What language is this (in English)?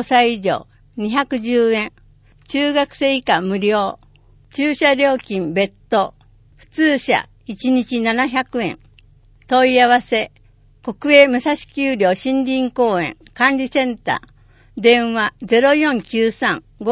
Japanese